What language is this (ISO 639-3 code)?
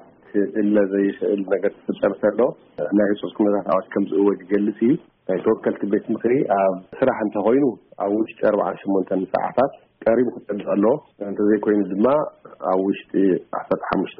tir